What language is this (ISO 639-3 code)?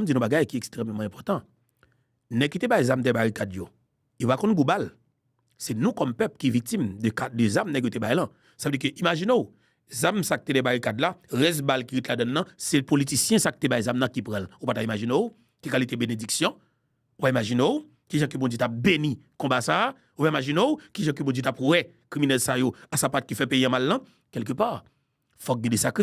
hat